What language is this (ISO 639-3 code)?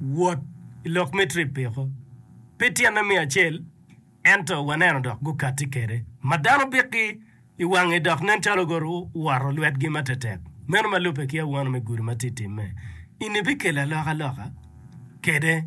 ach